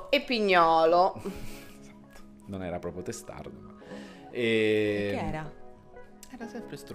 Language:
Italian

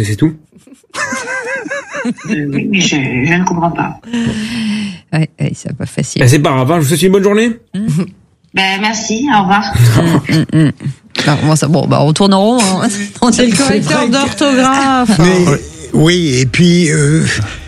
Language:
French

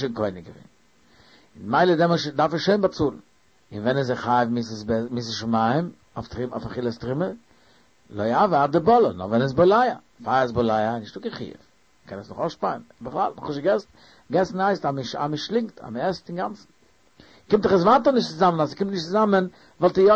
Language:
Yiddish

